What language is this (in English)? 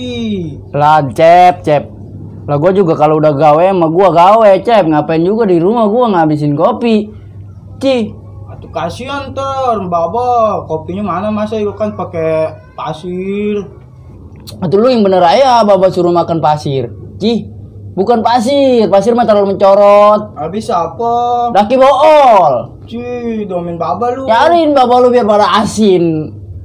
Betawi